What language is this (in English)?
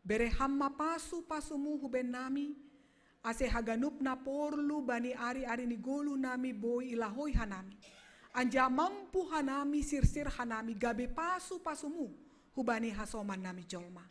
Batak Simalungun